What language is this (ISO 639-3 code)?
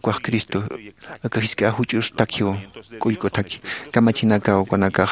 aym